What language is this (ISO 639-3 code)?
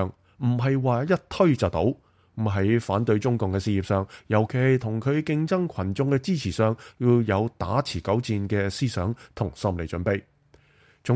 yue